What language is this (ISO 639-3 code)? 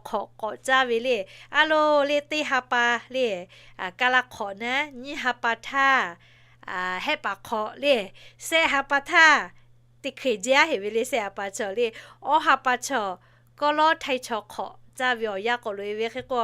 lhu